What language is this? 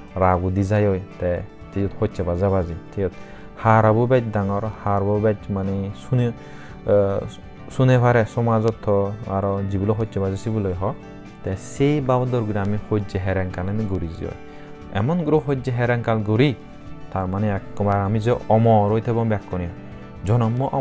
Chakma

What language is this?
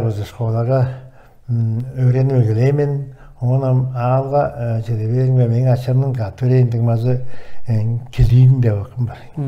Tuvinian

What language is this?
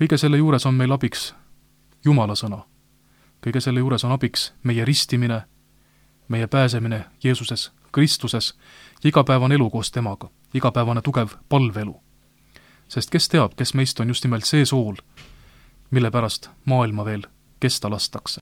Estonian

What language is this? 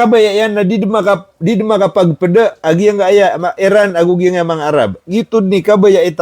Maranao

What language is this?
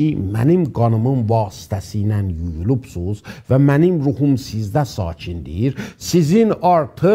South Azerbaijani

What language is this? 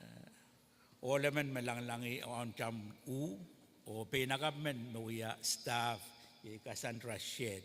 Pohnpeian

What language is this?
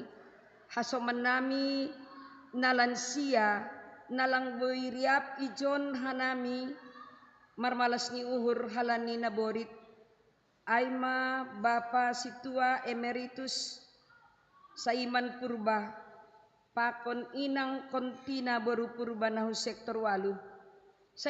Batak Simalungun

